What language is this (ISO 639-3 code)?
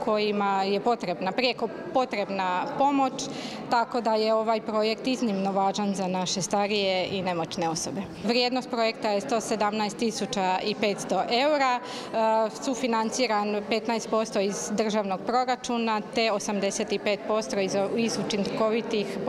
hrv